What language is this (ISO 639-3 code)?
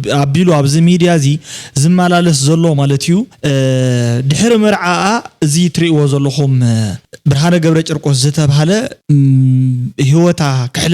tir